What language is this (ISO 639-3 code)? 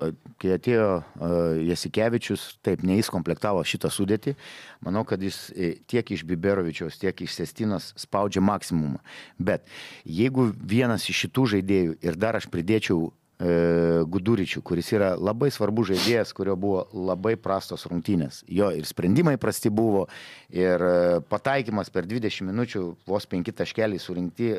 lit